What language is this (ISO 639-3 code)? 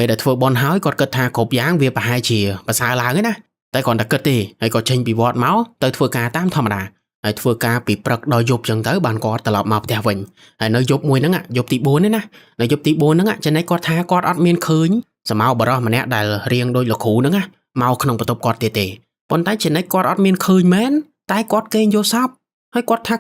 khm